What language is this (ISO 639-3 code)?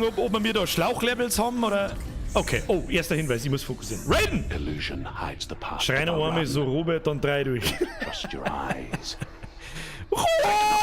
bar